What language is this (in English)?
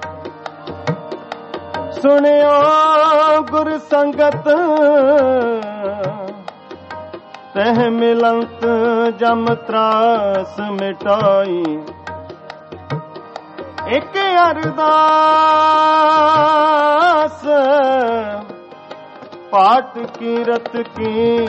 Punjabi